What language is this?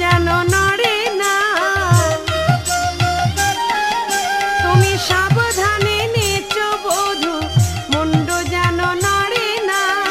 Bangla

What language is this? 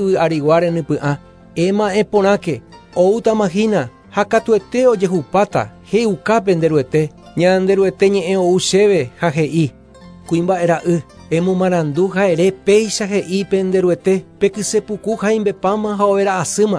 Guarani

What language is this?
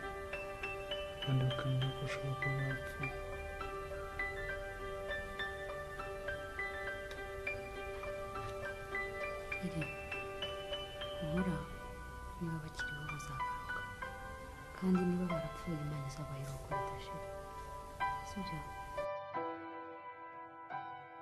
Kinyarwanda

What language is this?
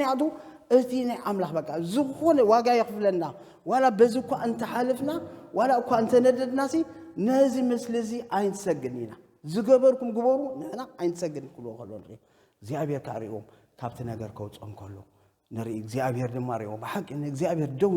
Tigrinya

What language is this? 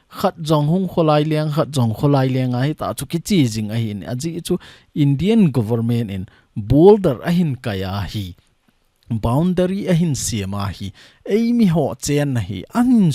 Thado Chin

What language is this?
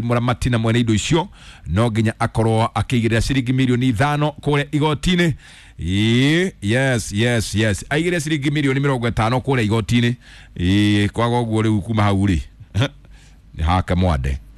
Kikuyu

